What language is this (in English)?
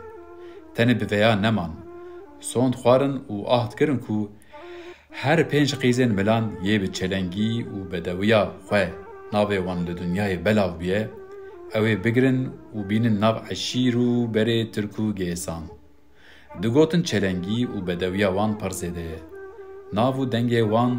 Kurdish